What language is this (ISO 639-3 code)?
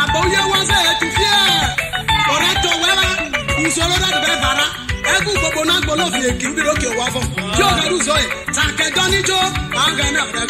iso